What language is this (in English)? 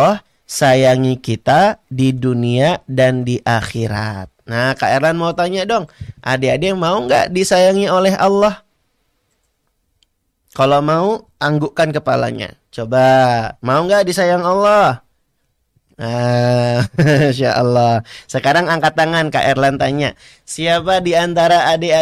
Indonesian